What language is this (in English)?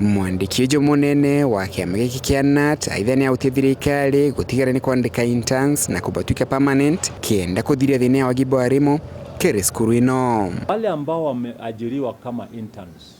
Meru